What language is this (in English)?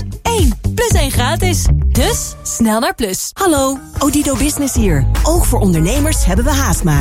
Dutch